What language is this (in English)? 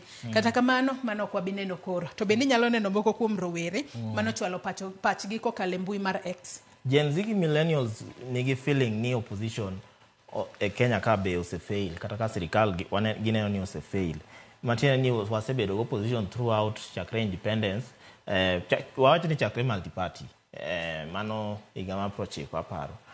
Luo (Kenya and Tanzania)